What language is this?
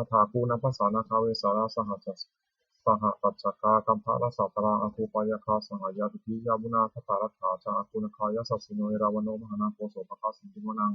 Pali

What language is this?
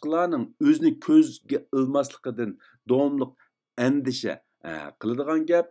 Uyghur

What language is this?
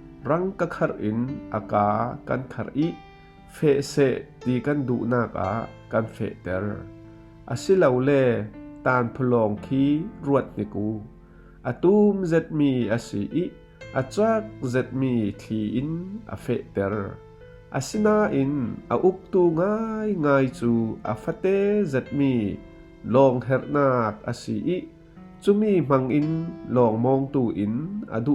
Falam Chin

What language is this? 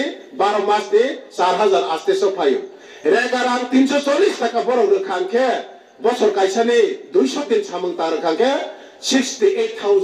Kok Borok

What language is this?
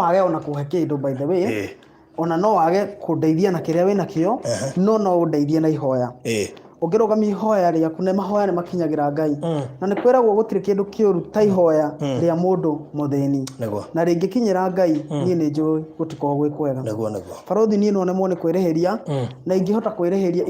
Kikuyu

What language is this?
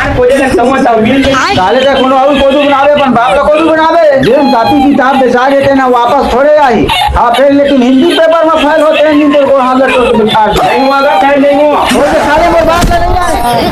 Chhattisgarhi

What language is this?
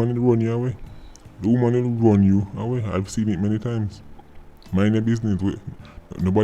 Jamaican Creole English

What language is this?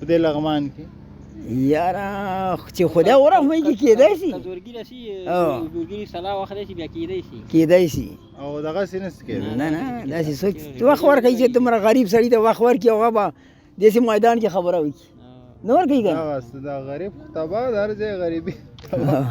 Pashto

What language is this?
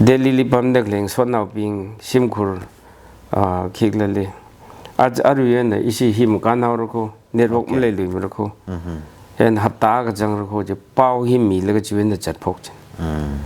Tangkhul Naga (India)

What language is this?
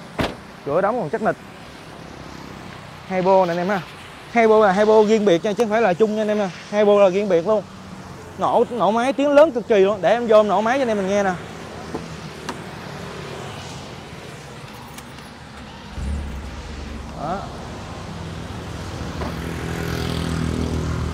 Vietnamese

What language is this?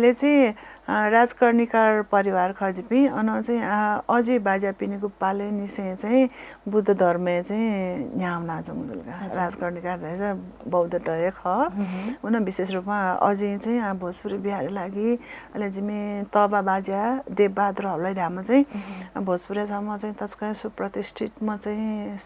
Newari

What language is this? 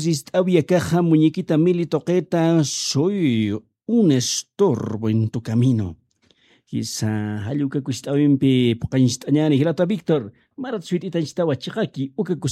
Aymara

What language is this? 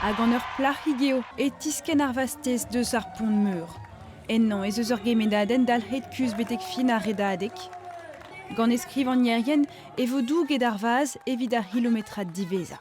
Breton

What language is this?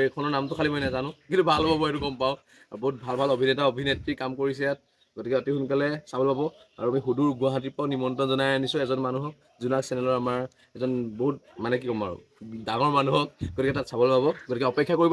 Assamese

